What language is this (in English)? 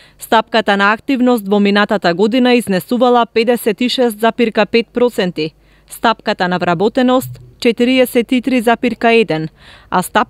Macedonian